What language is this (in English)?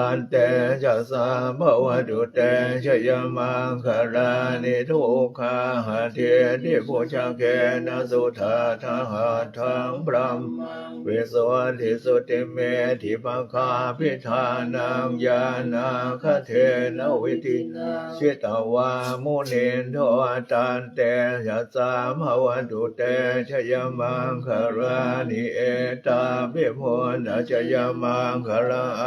Pali